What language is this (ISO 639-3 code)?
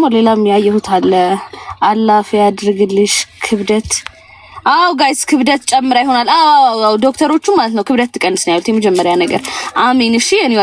amh